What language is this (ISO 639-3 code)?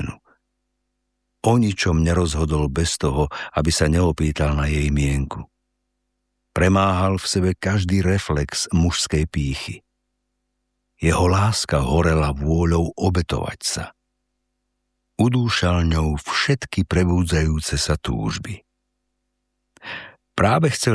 slk